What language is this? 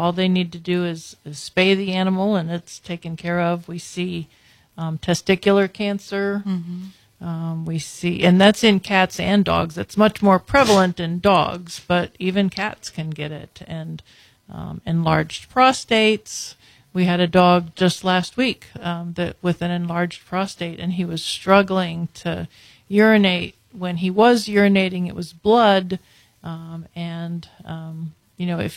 English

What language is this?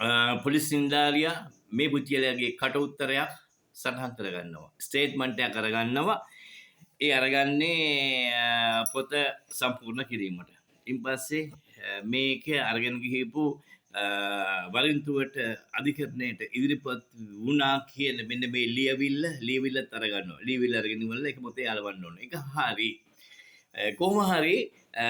Sinhala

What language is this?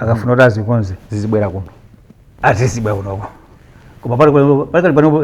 Nyanja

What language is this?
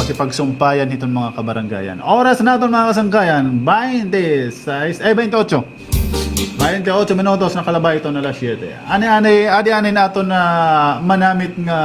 Waray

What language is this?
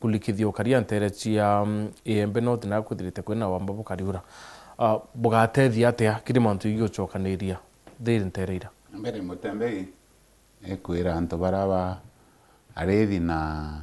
Meru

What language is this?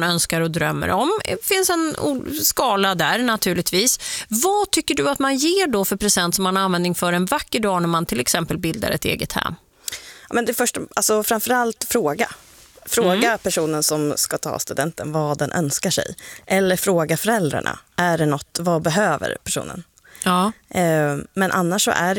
Swedish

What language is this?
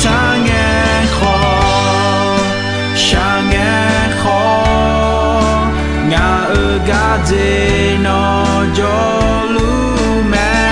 Akha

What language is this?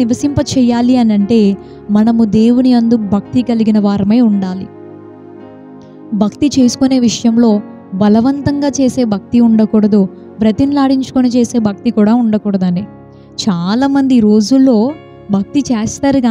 Telugu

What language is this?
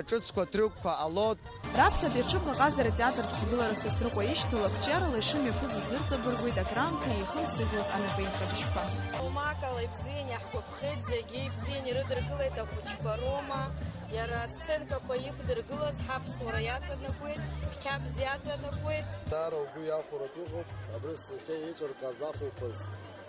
Abkhazian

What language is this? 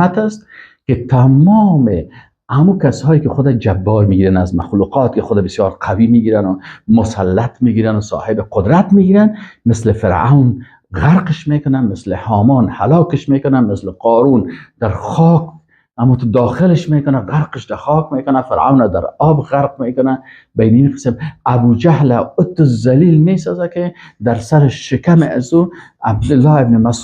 Persian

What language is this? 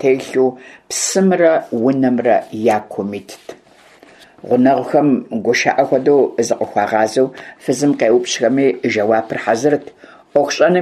Kabardian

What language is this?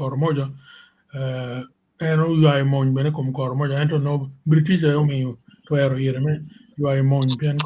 Acoli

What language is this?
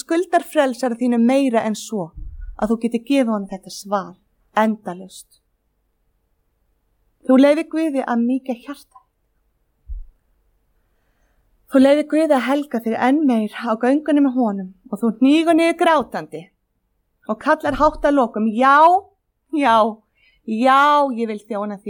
Icelandic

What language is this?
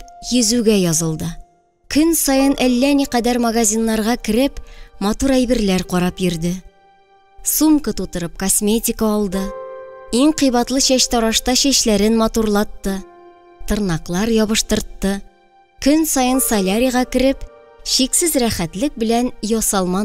Tatar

